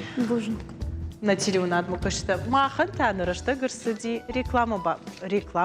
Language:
Ossetic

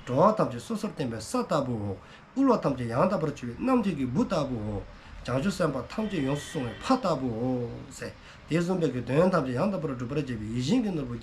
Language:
Dzongkha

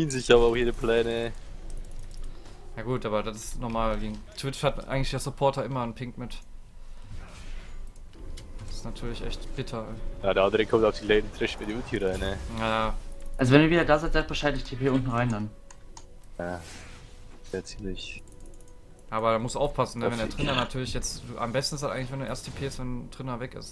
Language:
German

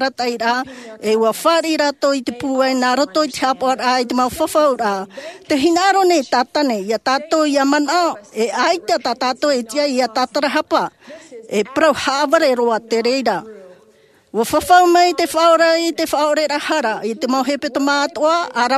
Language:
Tahitian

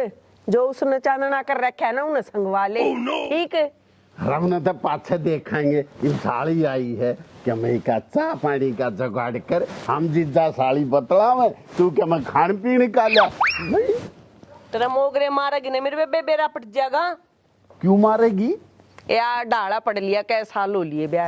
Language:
Haryanvi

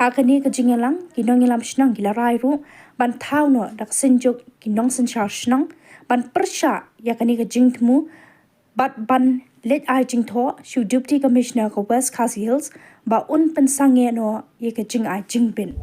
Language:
Khasi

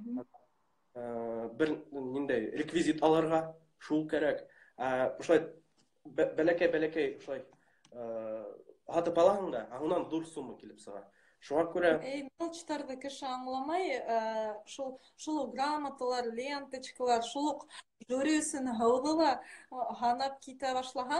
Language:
Bashkir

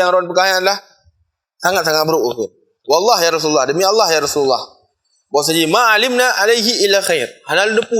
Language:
Achinese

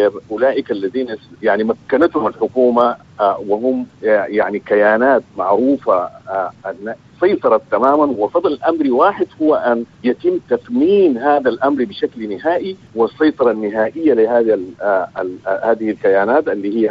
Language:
Sudanese Arabic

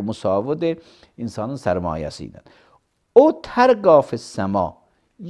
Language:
Azerbaijani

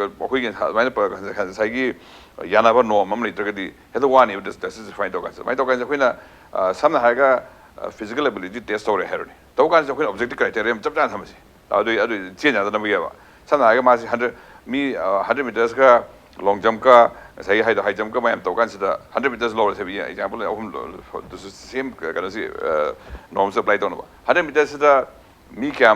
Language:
Manipuri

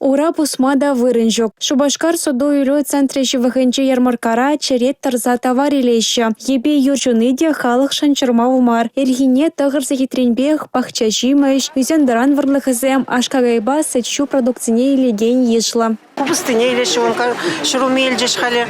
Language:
Chuvash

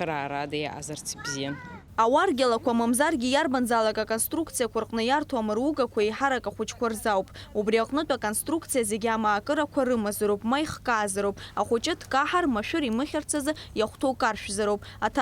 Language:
Abkhazian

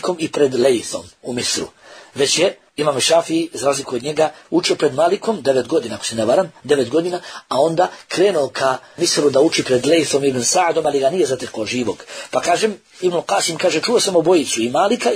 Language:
Bosnian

